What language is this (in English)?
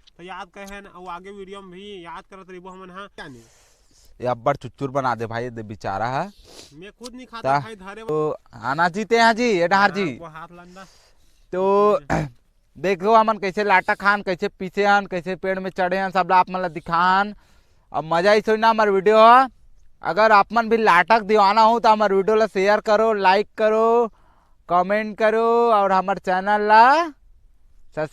Chhattisgarhi